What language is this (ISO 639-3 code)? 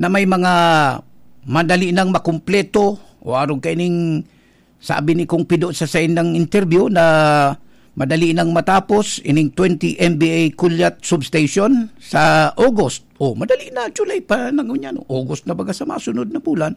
bik